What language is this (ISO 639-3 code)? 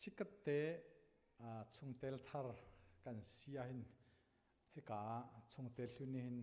cnh